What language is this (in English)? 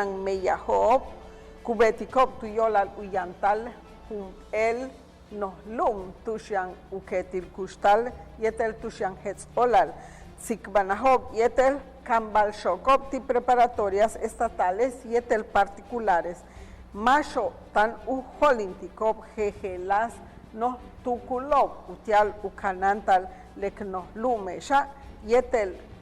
Yucateco